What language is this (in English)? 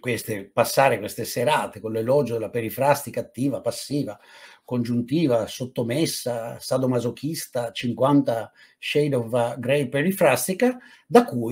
Italian